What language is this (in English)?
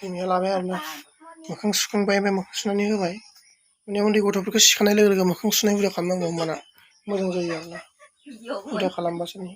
Bodo